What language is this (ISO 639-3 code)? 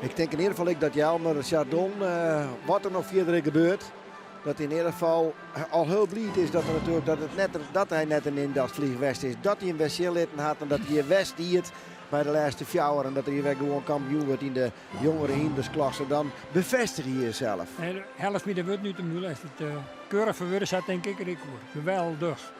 fry